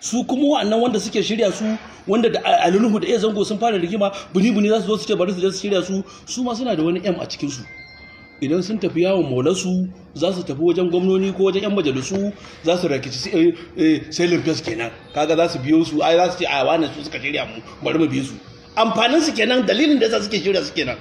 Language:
Hausa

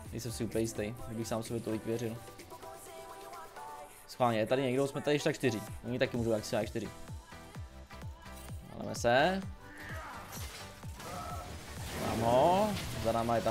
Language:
Czech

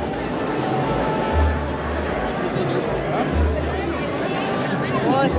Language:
Malay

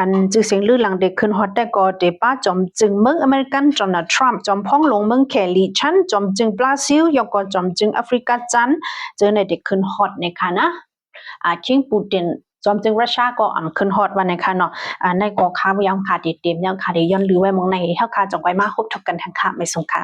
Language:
Shan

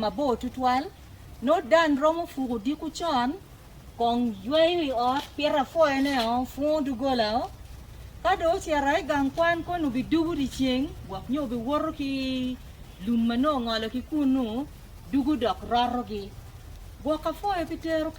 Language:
Acoli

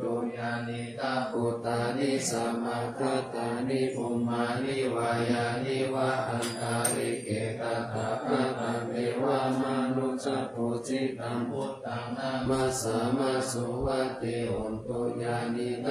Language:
Pali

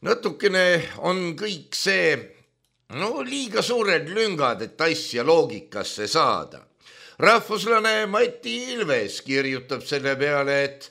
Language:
Estonian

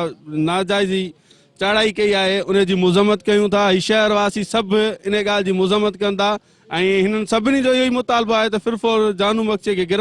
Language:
Sindhi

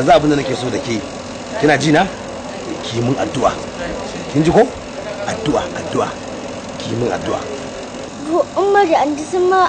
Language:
Hausa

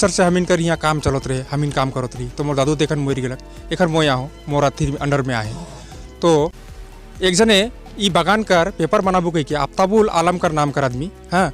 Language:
Sadri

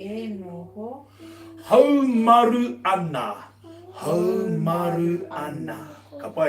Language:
Māori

